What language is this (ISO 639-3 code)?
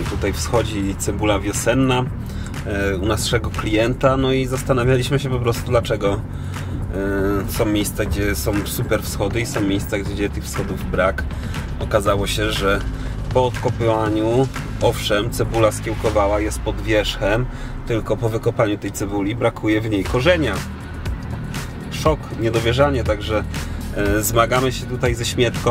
pol